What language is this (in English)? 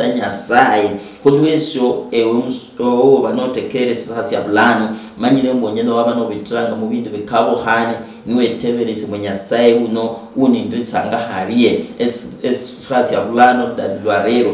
Luyia